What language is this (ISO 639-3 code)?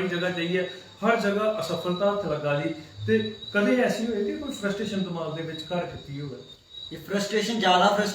doi